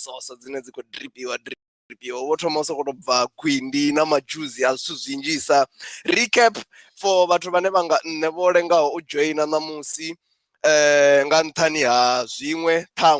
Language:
Venda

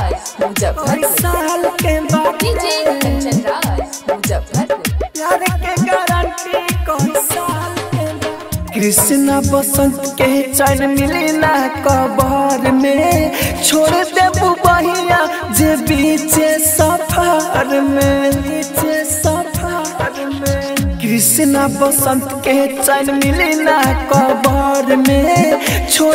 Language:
Bhojpuri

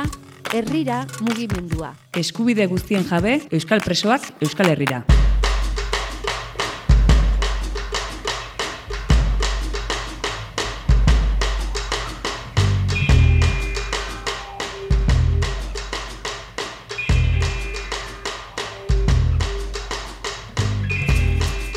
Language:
Basque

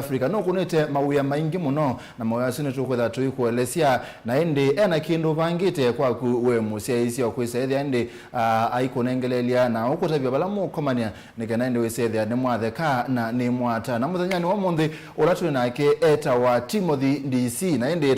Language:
Kamba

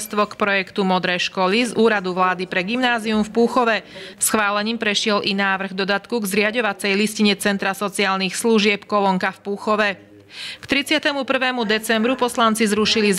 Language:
Slovak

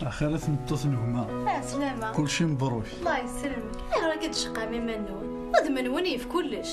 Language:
Kabyle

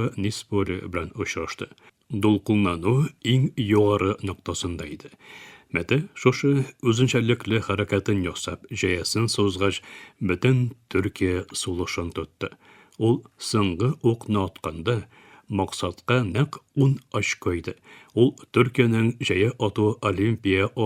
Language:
Tatar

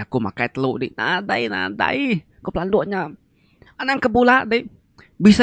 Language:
Iban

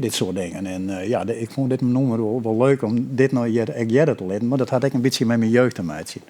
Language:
Western Frisian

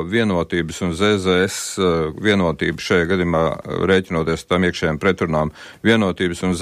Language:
Latvian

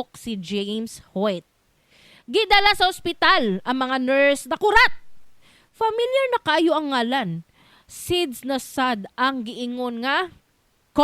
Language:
Cebuano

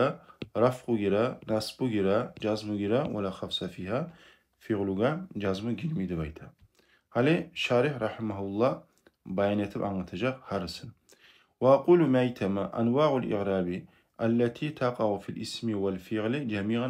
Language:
Kumyk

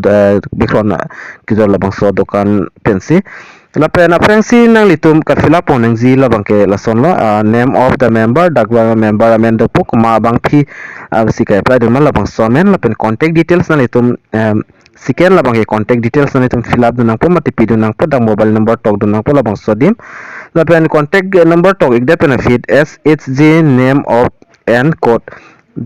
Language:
Karbi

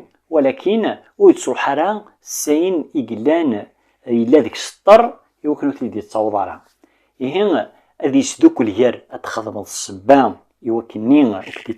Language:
Kabyle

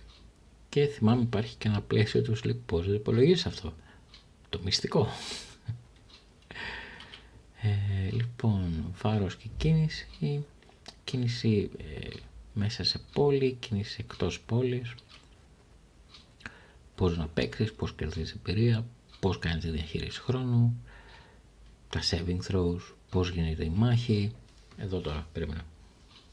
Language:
Greek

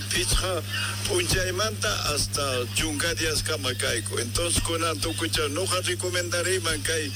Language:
Quechua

